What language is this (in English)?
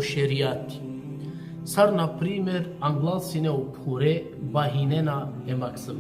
Balkan Romani